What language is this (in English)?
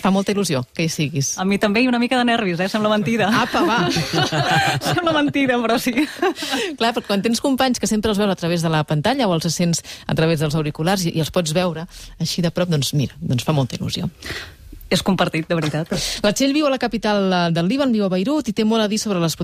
Catalan